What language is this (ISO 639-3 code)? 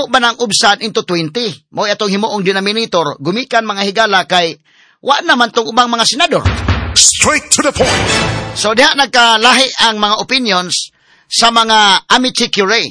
ceb